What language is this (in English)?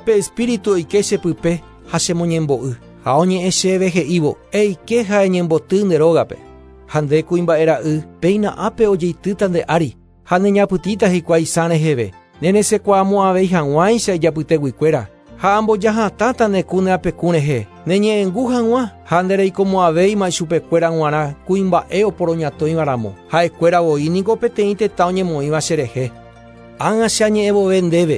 Guarani